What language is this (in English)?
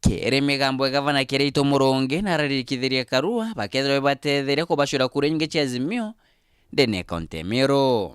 Meru